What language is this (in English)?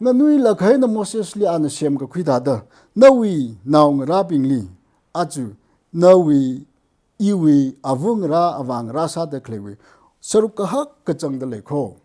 Tangkhul Naga (India)